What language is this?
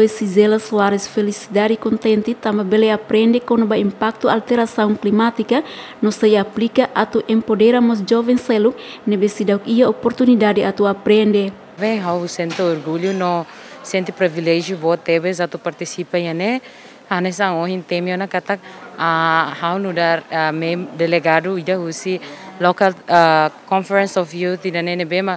Tetum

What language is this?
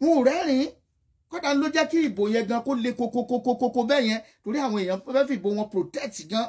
Yoruba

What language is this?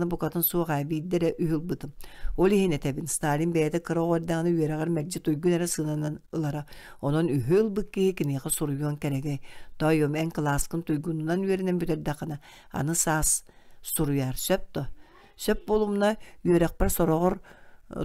Yakut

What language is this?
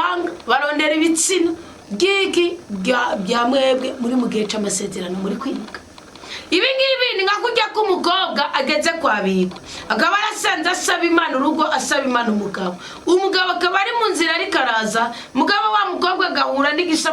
Rundi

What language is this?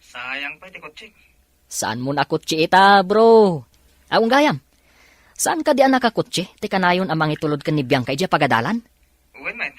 Iloko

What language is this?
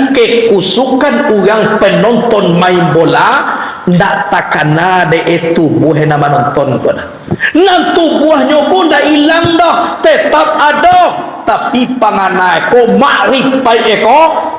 Minangkabau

